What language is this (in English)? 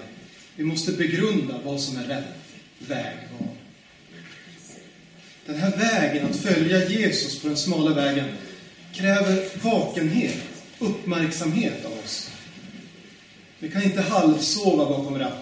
Swedish